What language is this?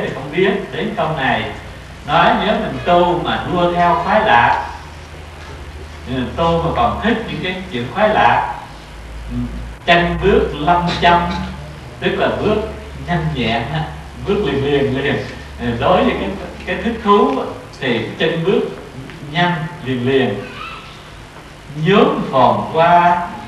Vietnamese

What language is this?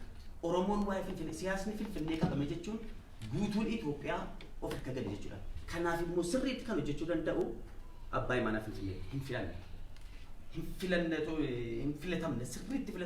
Oromo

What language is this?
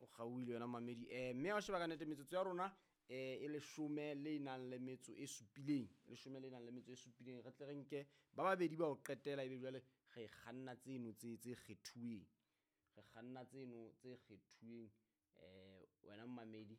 Southern Sotho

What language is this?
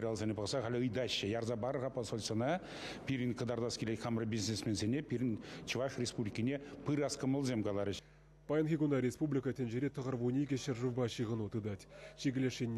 Chuvash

